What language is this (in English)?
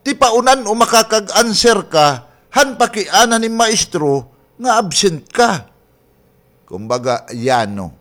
Waray